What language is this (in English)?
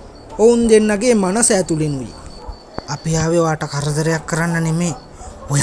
Sinhala